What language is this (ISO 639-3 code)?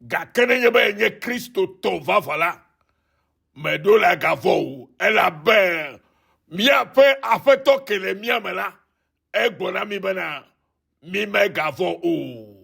ewe